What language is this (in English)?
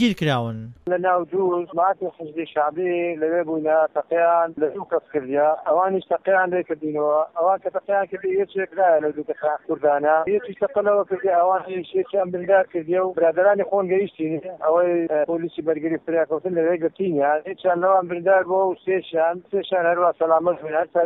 Central Kurdish